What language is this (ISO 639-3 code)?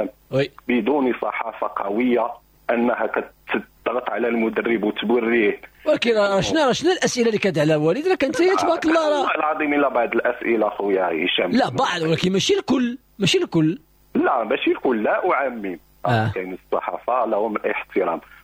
ary